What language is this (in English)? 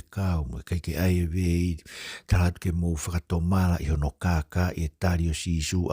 Tongan